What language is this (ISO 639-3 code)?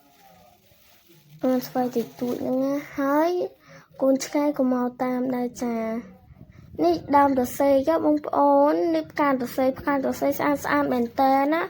khm